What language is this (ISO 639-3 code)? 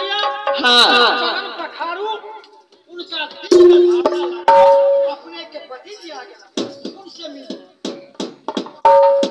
bho